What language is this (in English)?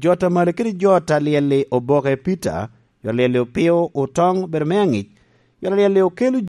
Lango (Uganda)